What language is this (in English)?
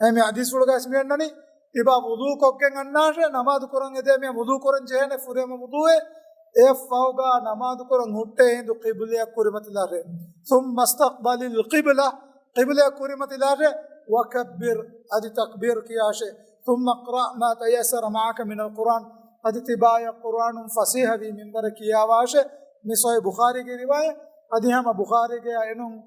Divehi